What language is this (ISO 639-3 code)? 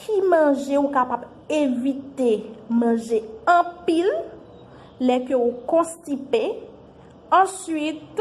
hat